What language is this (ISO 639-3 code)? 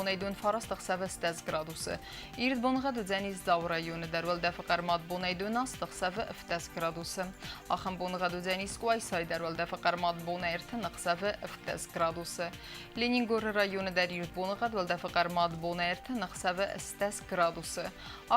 oss